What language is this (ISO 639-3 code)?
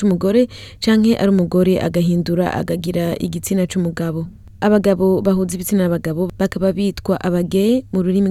run